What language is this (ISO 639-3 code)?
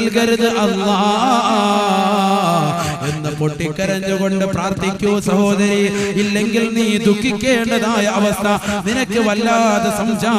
mal